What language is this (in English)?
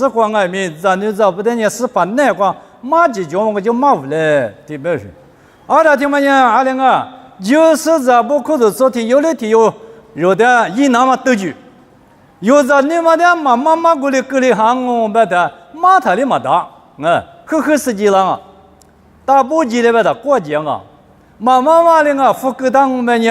Lisu